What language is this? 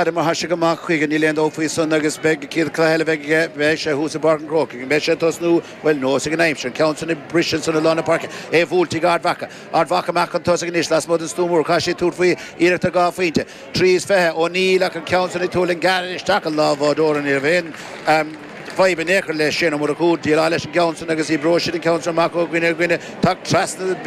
Irish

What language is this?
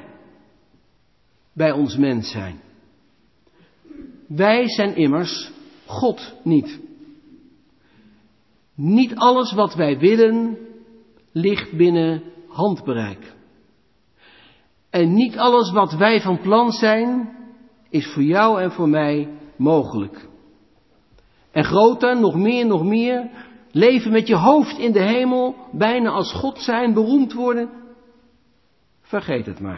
Dutch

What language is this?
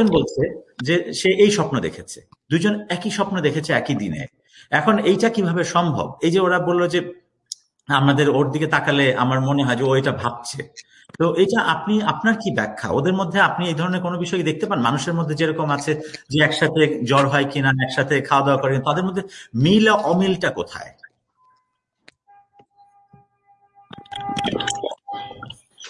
Bangla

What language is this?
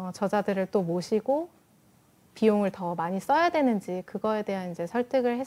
Korean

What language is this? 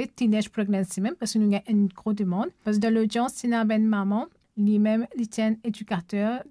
Morisyen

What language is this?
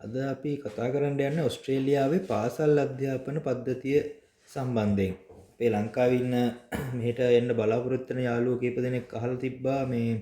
Sinhala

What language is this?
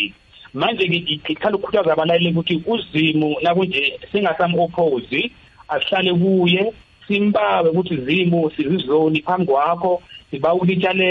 South Ndebele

